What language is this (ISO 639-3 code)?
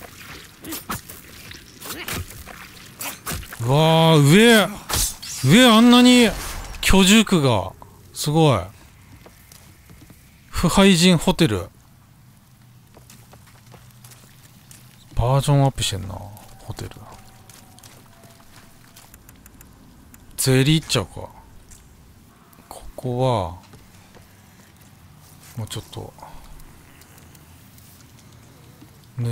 jpn